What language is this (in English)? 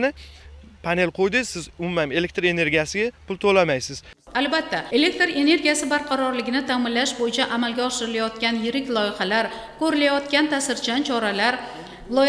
Uzbek